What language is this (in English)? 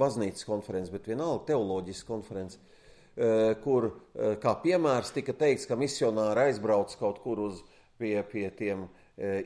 Latvian